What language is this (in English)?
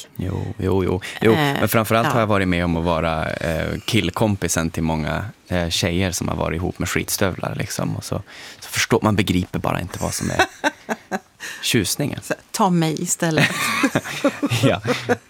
Swedish